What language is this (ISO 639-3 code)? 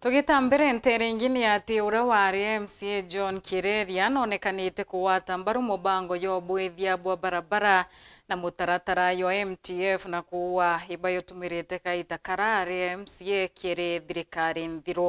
mer